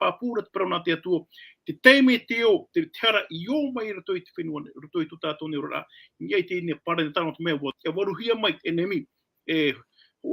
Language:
Tahitian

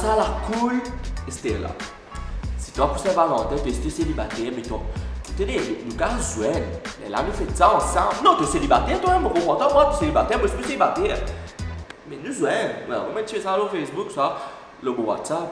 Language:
Morisyen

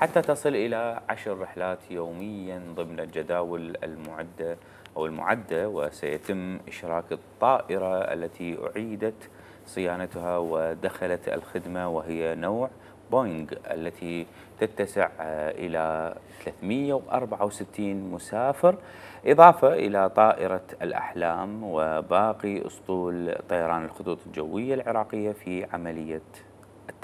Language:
Mesopotamian Arabic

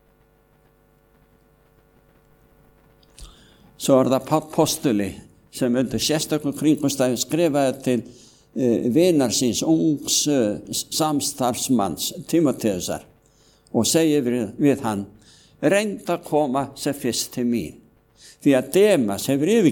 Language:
Icelandic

